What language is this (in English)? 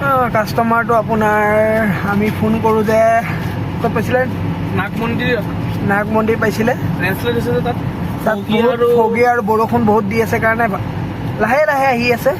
Assamese